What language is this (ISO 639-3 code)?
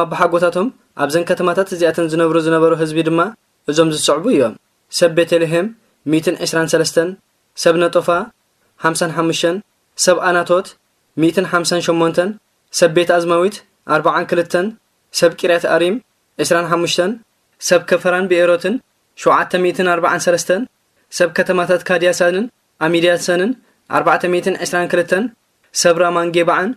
tir